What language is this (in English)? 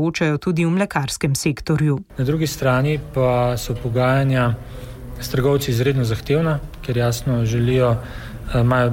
Slovenian